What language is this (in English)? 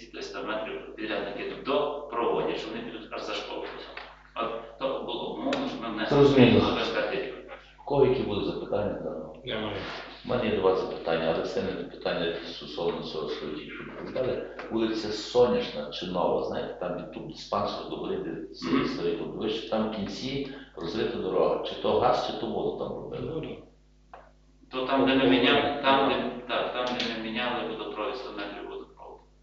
Ukrainian